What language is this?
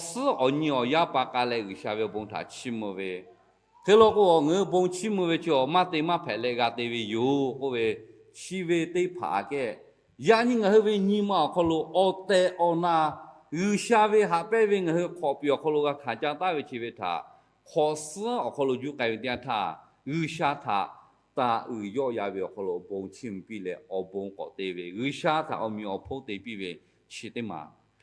Lahu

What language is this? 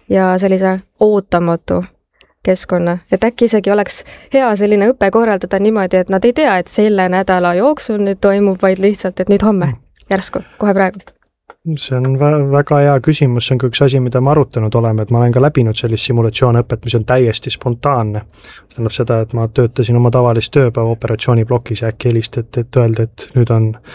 Estonian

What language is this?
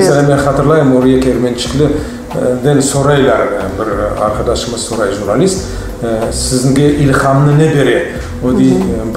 Crimean Tatar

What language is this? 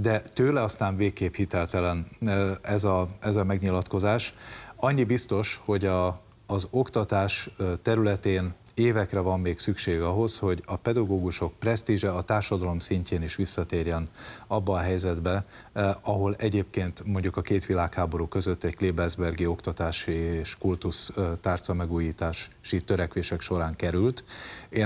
Hungarian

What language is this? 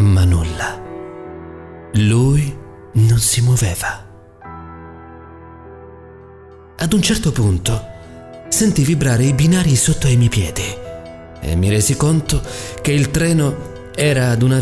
Italian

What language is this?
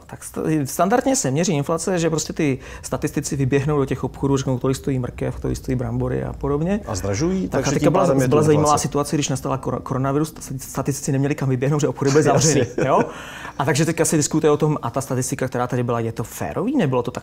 Czech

